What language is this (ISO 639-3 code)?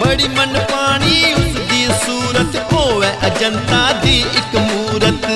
doi